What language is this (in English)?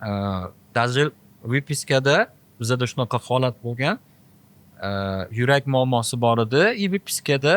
Uzbek